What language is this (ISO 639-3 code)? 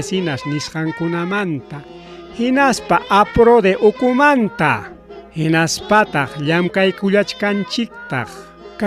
quy